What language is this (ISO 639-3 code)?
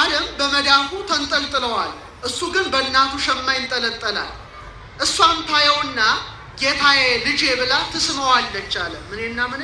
amh